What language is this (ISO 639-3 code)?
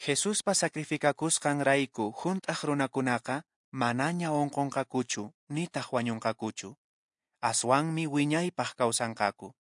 que